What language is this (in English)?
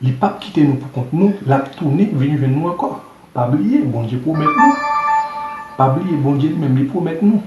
Haitian Creole